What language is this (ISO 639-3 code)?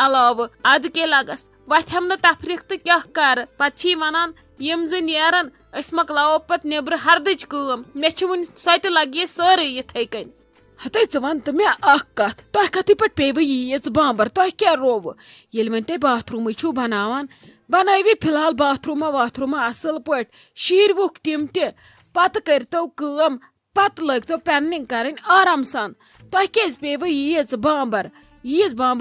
kas